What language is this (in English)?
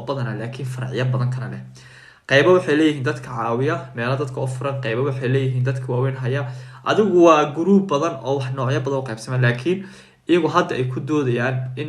Somali